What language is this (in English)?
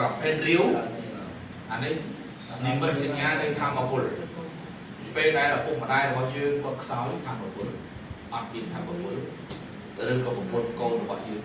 Khmer